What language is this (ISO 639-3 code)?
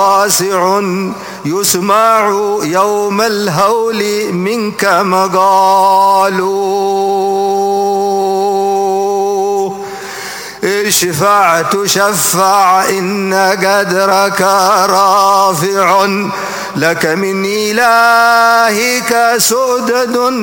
ara